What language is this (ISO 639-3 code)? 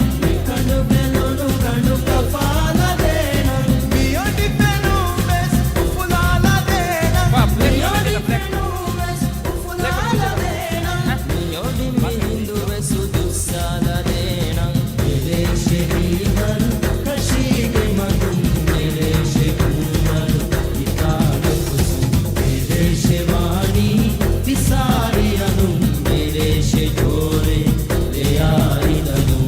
div